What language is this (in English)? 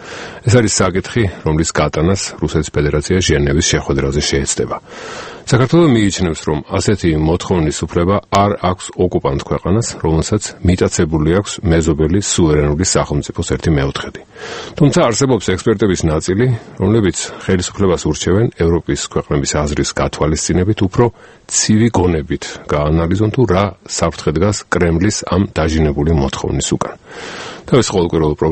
Georgian